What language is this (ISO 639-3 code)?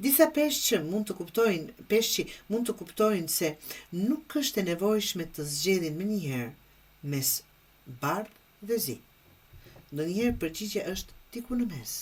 sqi